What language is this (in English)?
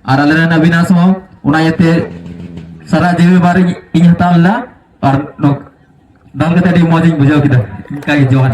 Santali